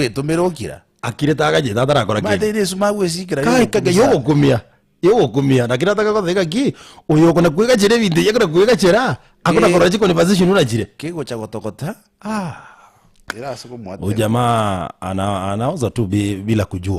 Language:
Gusii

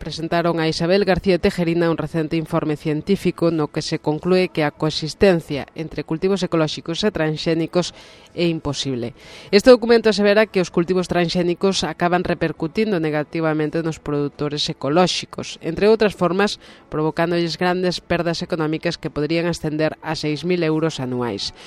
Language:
Galician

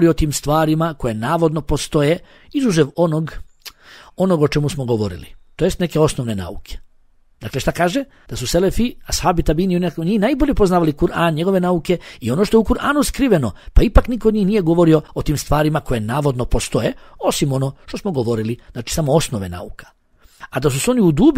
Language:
Bosnian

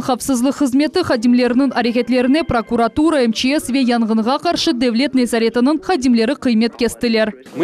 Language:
Crimean Tatar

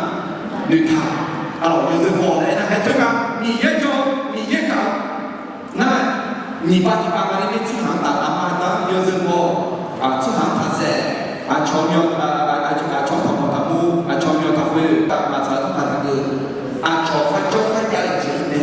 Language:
Akha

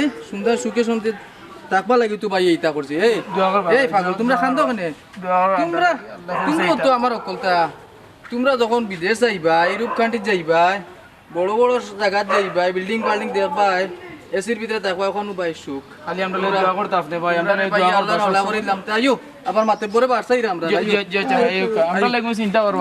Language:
Sylheti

